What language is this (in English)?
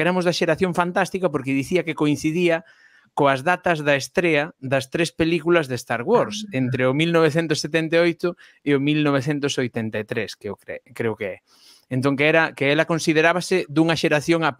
Galician